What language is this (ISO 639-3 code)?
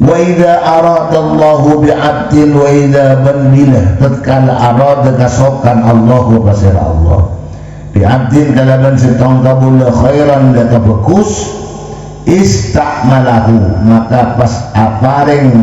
mad